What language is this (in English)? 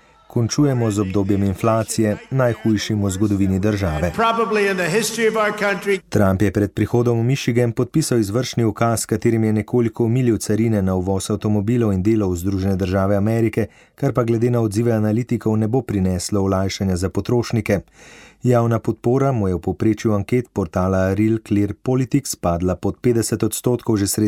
Slovenian